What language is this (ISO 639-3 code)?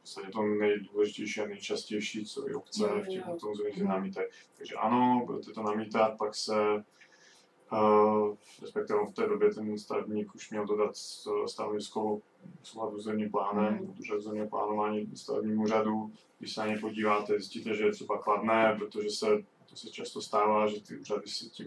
ces